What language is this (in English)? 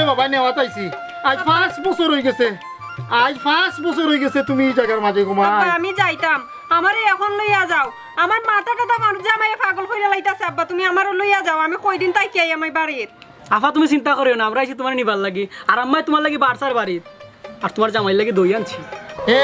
Sylheti